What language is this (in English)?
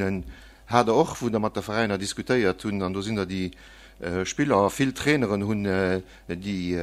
Luxembourgish